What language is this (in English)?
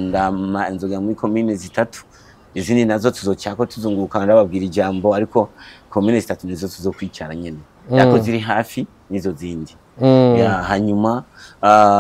Rundi